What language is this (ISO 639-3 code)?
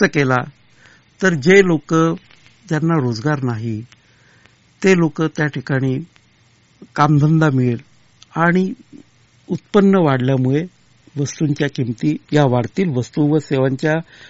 mar